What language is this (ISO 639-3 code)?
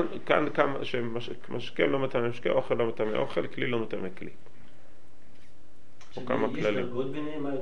heb